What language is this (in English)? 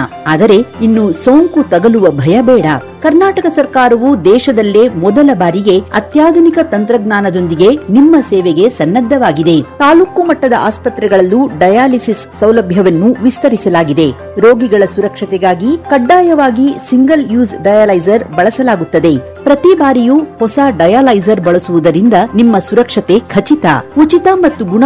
Kannada